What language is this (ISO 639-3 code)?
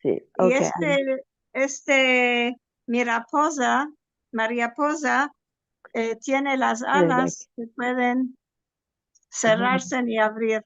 lad